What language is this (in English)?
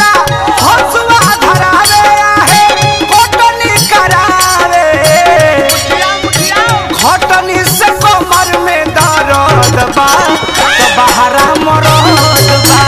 Bhojpuri